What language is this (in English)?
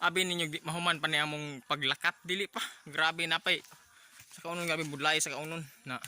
Cebuano